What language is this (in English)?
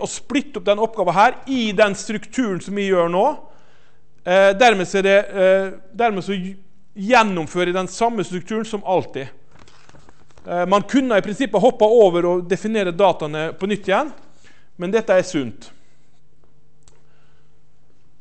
Norwegian